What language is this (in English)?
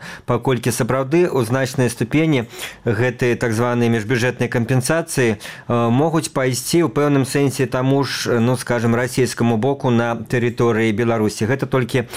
Belarusian